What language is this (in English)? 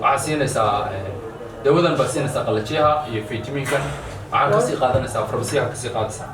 Somali